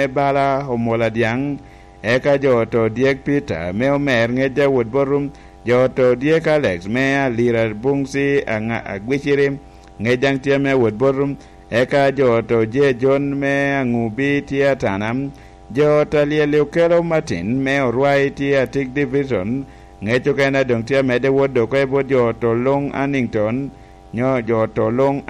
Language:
Lango (Uganda)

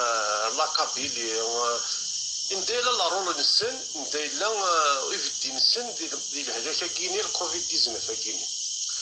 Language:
Kabyle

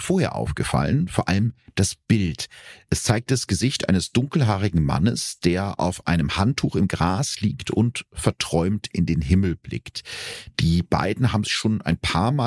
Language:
German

